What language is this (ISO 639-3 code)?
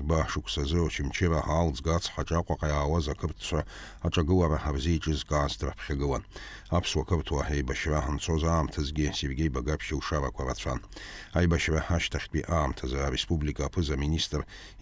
abk